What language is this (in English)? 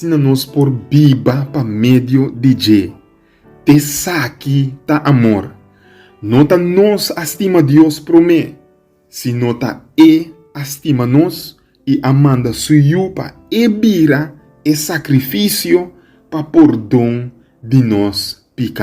Papiamento